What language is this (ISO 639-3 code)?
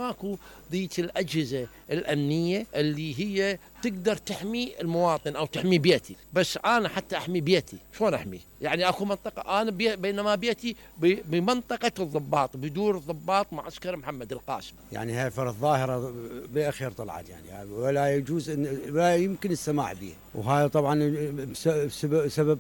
acm